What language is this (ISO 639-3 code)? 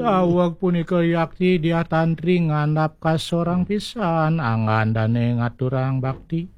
ban